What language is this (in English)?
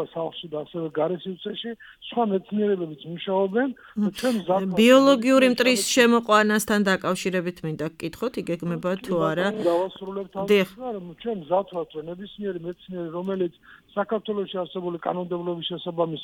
Georgian